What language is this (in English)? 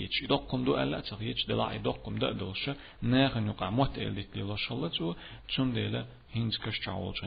Chechen